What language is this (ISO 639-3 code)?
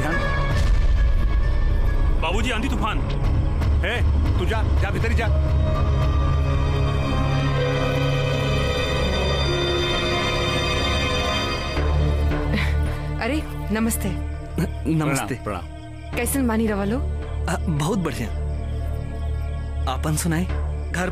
bho